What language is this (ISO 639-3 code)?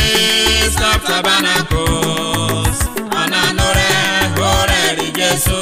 urh